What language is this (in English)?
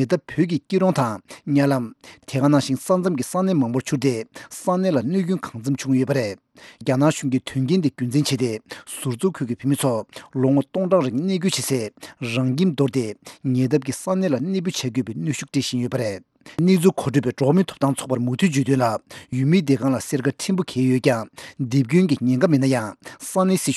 Tibetan